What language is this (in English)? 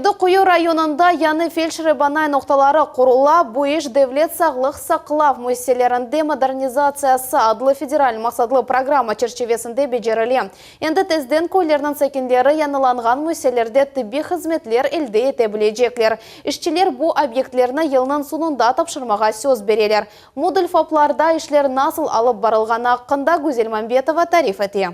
Crimean Tatar